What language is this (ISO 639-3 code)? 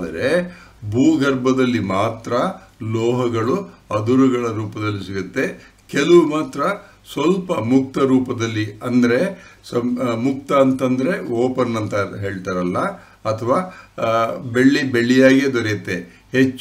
kan